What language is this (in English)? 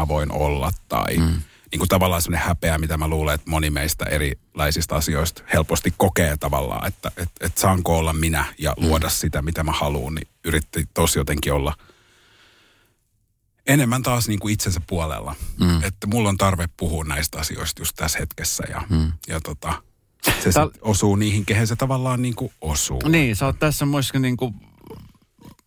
Finnish